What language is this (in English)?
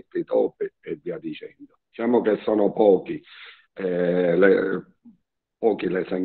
Italian